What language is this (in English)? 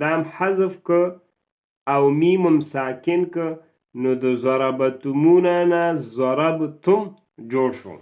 Pashto